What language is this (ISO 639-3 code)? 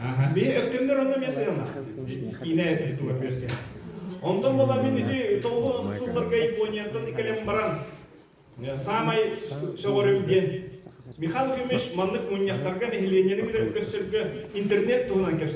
sah